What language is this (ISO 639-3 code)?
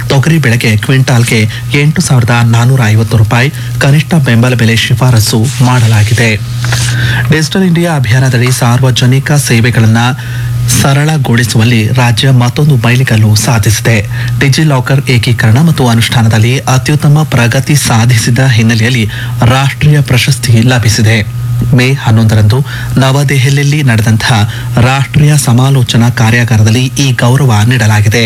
kan